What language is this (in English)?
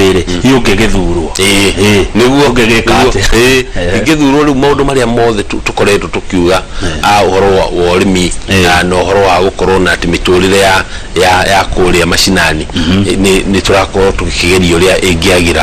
Kikuyu